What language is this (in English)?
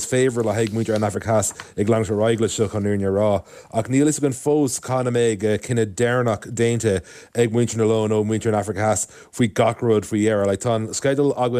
Irish